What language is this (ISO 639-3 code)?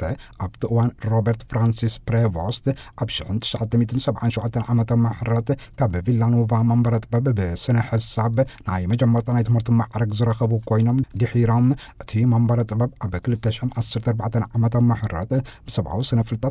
tir